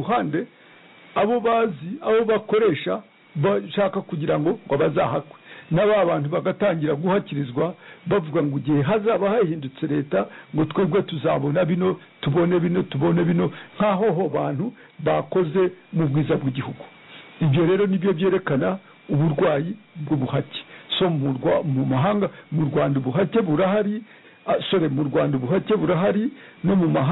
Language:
Kinyarwanda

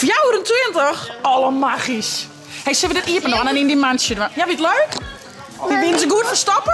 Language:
Western Frisian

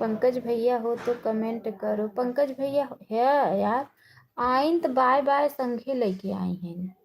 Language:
Awadhi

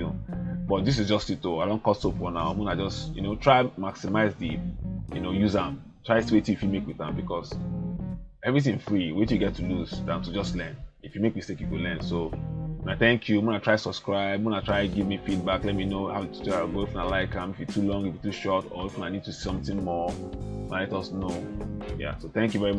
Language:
Nigerian Pidgin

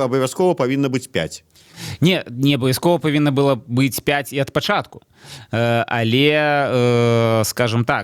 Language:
Belarusian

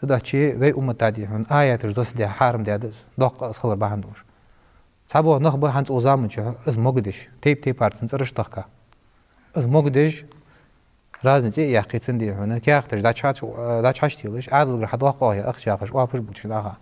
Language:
Ingush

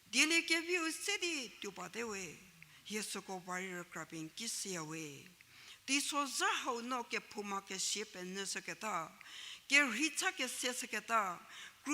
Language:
Angami Naga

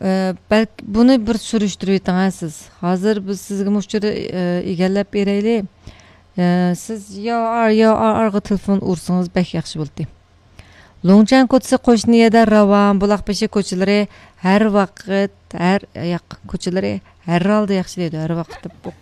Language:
Uyghur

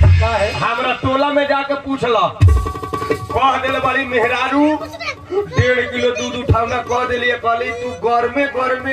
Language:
Bhojpuri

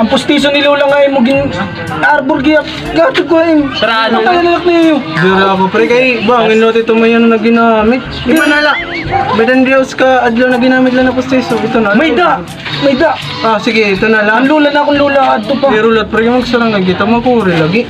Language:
Waray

